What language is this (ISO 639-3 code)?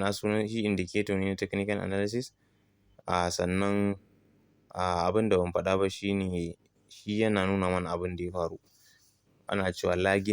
hau